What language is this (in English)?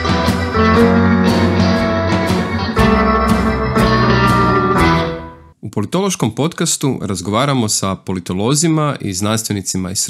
Croatian